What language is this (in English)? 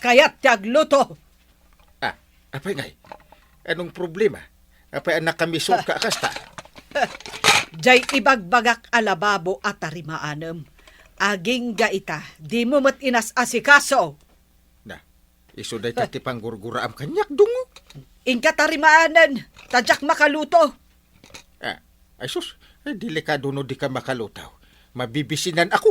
Iloko